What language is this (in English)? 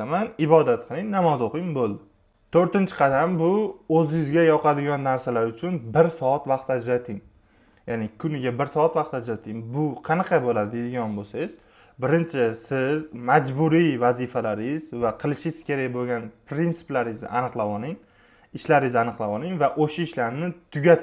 Uzbek